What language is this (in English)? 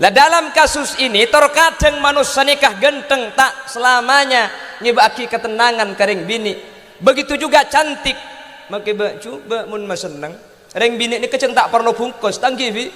Madurese